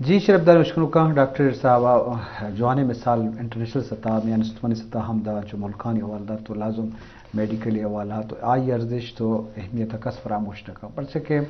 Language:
Eastern Balochi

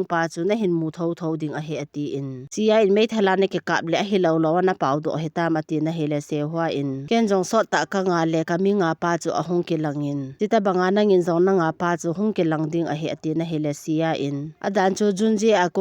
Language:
Thado Chin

